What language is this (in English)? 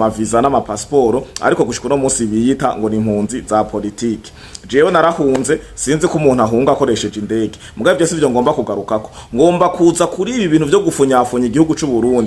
Rundi